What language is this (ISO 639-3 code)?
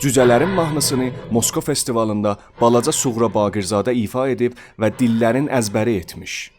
azb